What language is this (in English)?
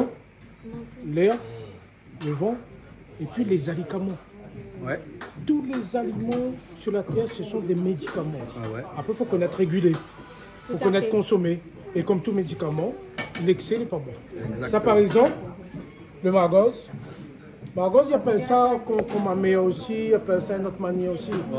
Réunion Creole French